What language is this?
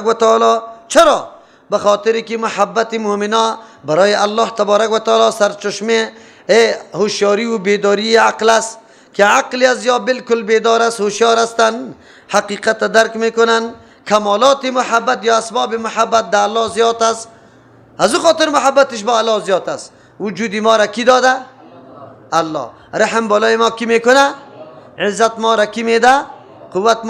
Persian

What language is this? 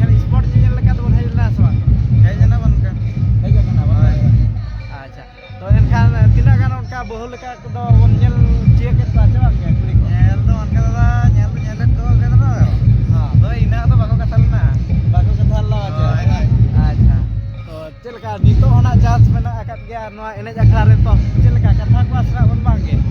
Santali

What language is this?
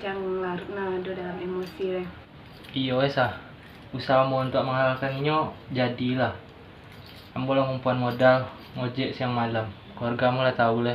Minangkabau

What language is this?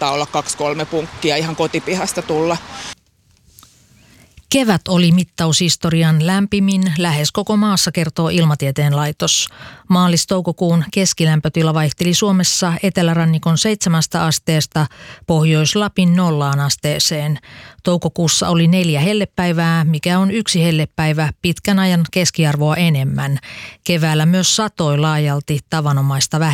Finnish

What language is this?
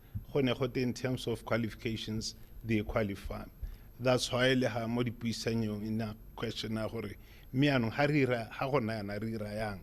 Tswana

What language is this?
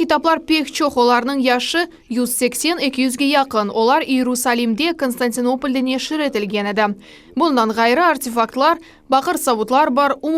Crimean Tatar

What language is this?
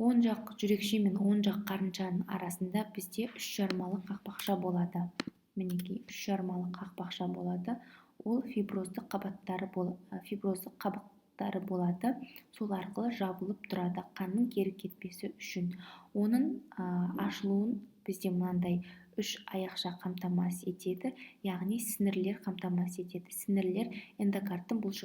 Kazakh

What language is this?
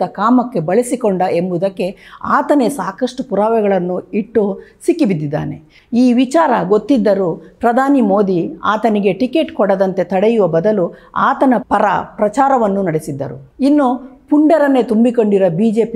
Kannada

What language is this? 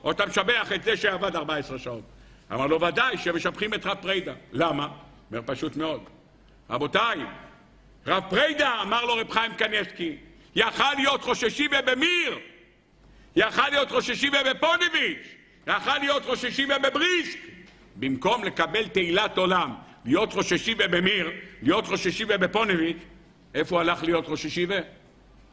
Hebrew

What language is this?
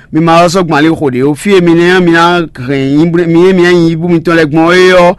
Fon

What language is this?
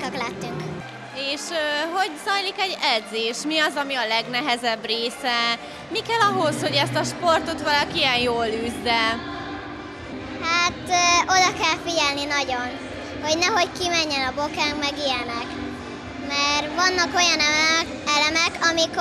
Hungarian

